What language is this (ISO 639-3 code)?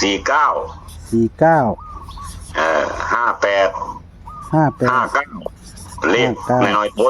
tts